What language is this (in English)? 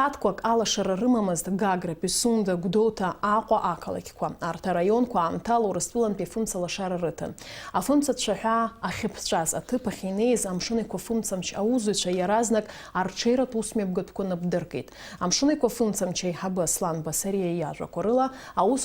Abkhazian